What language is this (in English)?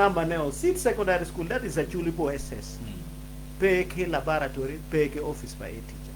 Acoli